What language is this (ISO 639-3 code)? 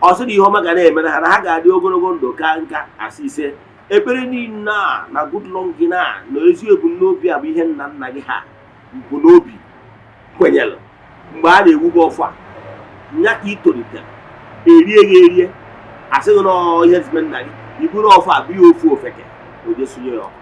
ibo